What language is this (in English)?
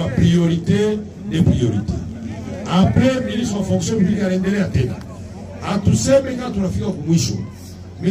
Swahili